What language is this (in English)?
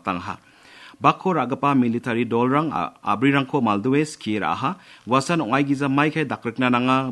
Garo